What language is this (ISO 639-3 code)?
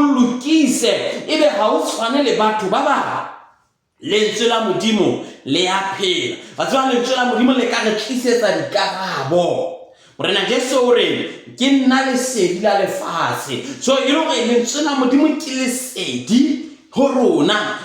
sot